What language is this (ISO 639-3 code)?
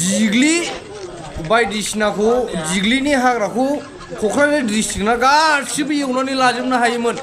brx